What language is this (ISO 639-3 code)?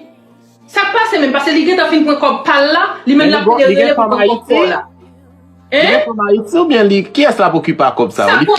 hat